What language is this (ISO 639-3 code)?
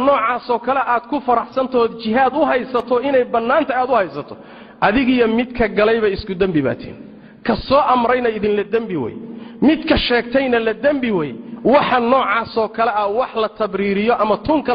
som